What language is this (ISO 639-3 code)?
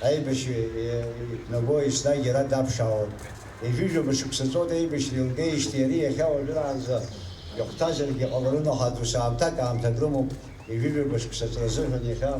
abk